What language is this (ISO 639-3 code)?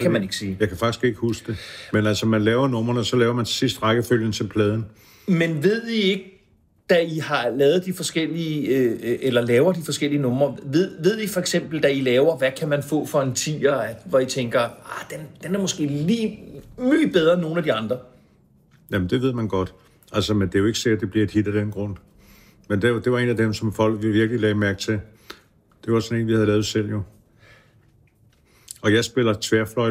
dan